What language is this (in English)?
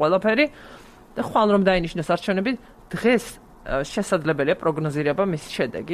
Georgian